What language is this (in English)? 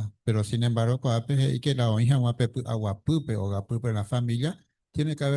Guarani